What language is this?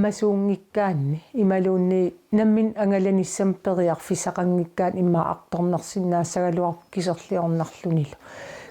Kalaallisut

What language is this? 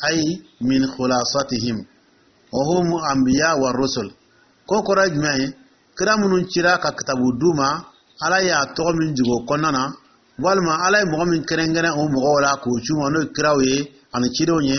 Dyula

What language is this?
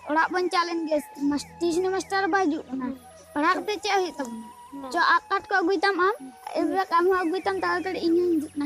Santali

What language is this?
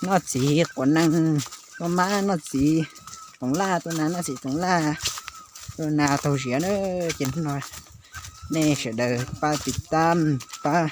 Hmong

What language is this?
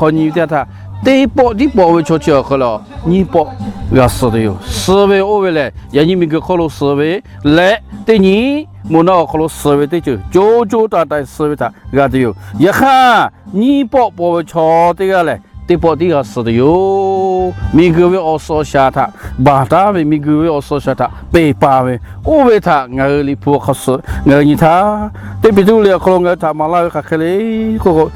Lahu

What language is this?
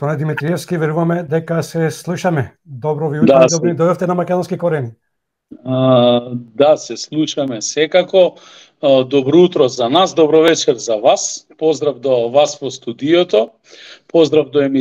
Macedonian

